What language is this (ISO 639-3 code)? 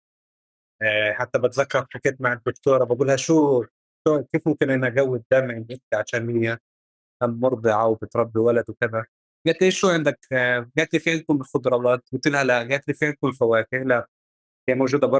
apc